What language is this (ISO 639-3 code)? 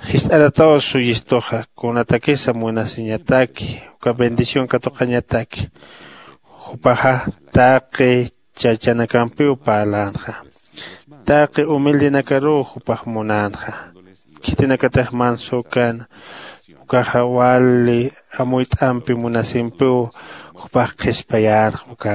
aym